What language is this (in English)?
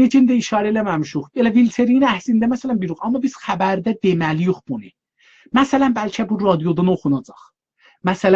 South Azerbaijani